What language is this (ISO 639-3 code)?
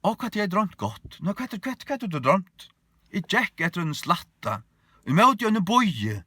fao